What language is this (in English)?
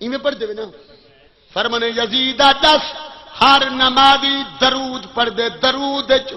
Saraiki